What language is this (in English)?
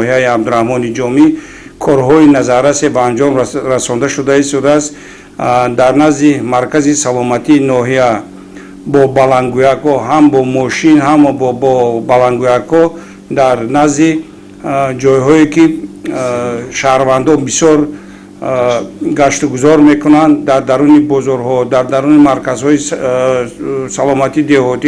Tajik